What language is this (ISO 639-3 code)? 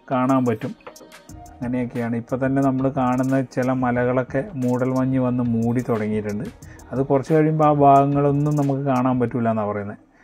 mal